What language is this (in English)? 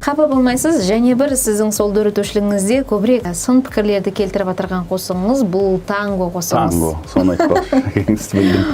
Kara-Kalpak